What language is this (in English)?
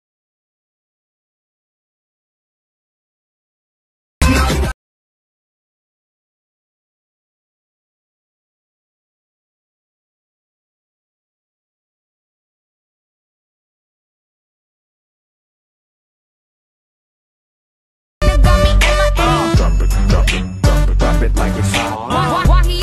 English